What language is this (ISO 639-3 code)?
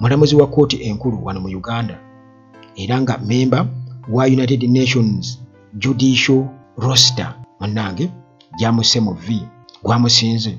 lug